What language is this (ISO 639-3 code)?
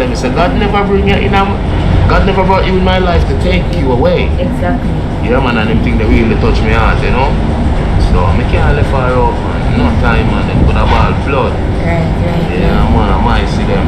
jam